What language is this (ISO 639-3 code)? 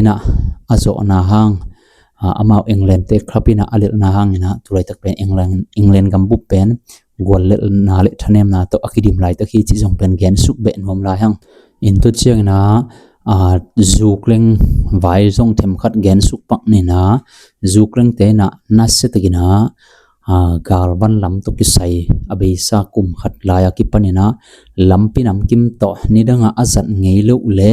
ctd